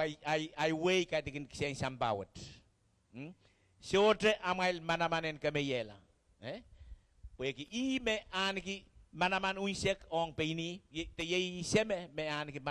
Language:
Pohnpeian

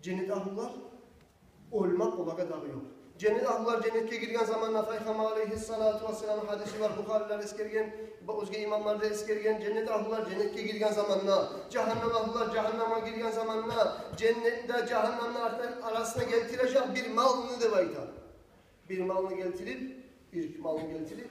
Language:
Kumyk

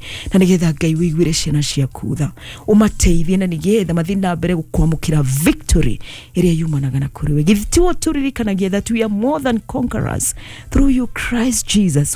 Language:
Kikuyu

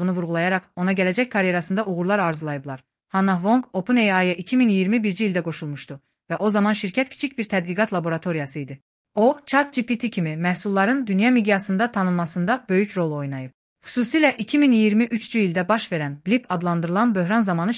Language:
Azerbaijani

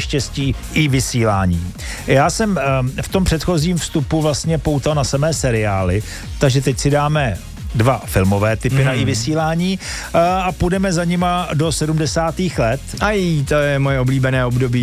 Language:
Czech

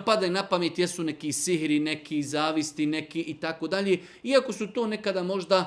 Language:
Bosnian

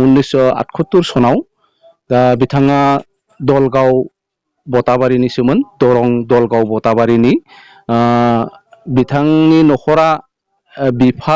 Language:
Bodo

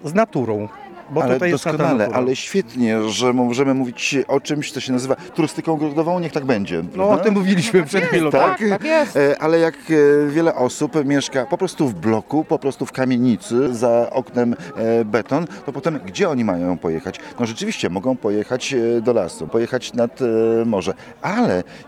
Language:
Polish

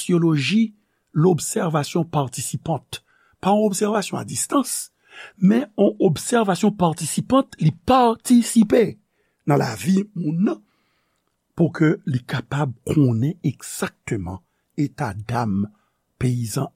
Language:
Haitian Creole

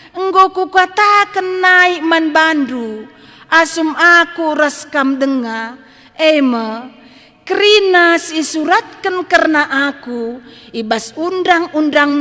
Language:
Batak Karo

